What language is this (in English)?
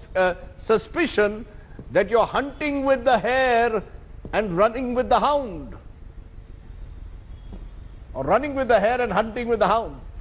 English